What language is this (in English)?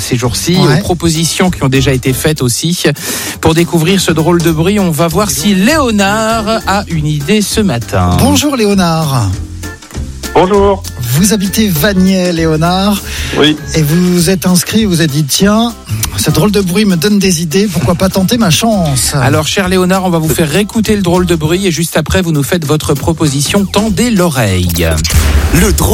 French